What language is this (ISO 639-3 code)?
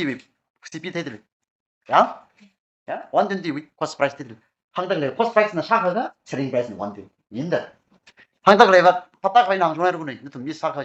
nmf